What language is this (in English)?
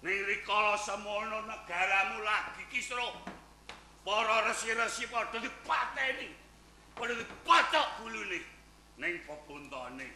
Javanese